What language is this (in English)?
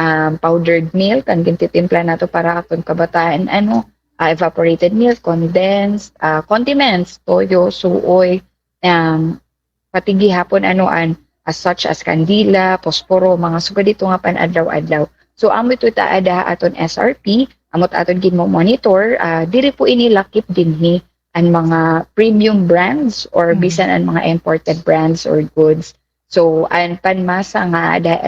Waray